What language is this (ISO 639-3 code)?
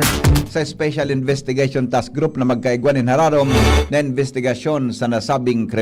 bik